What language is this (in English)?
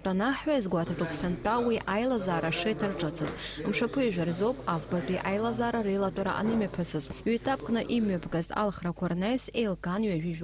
Abkhazian